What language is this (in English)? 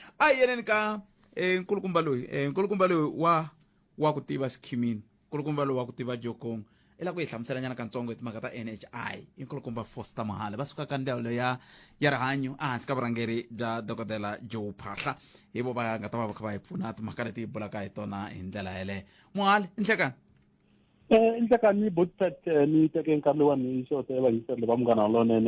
Tsonga